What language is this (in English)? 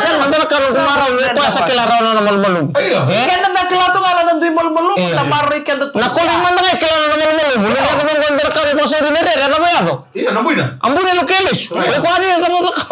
Fijian